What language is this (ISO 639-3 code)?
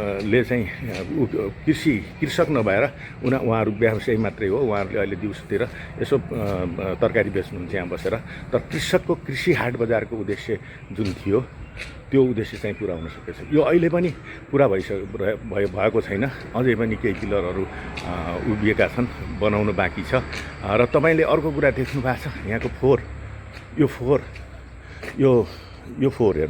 nep